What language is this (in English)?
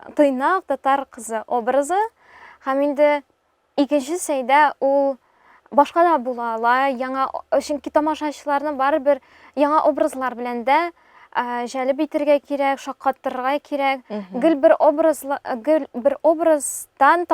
Tatar